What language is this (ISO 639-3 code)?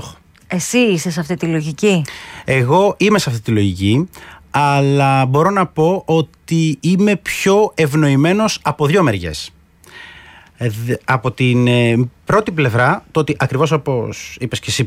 ell